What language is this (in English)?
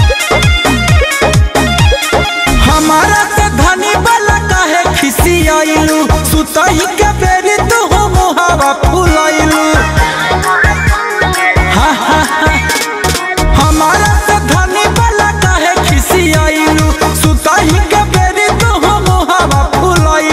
Bhojpuri